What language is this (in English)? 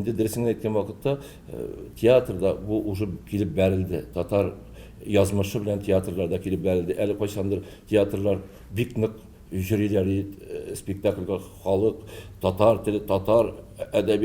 Tatar